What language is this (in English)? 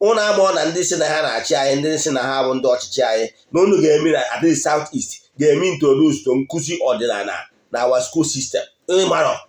Igbo